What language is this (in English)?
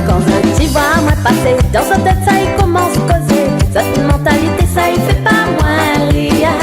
Réunion Creole French